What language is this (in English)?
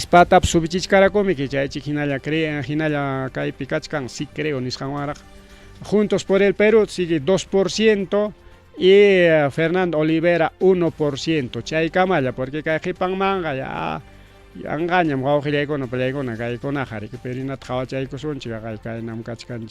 Ayacucho Quechua